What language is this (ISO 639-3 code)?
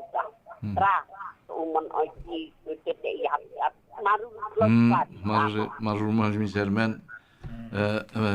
tah